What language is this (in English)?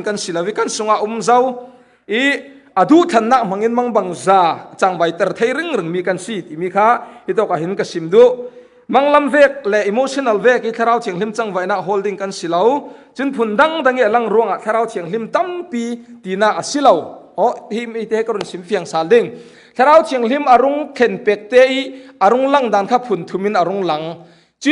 Falam Chin